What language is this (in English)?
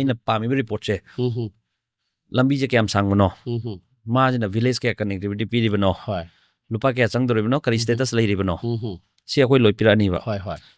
Manipuri